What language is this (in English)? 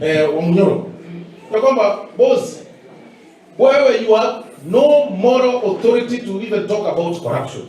Gusii